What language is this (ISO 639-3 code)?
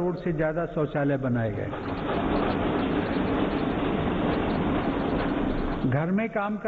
hin